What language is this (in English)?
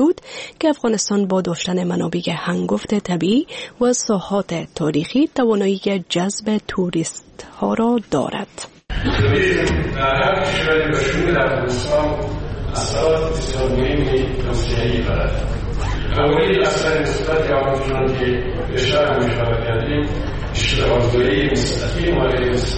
Persian